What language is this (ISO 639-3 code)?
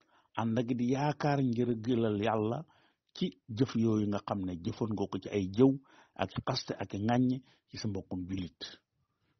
wol